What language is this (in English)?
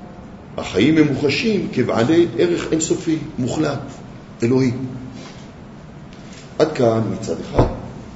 Hebrew